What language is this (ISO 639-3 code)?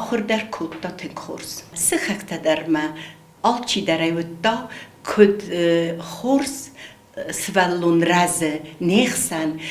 oss